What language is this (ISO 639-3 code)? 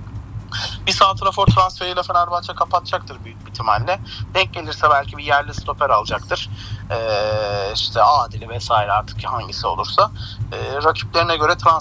tur